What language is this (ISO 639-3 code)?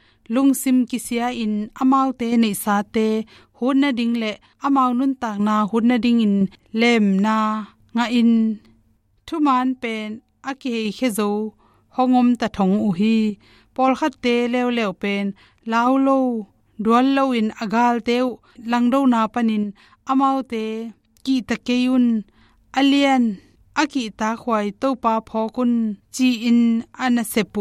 ctd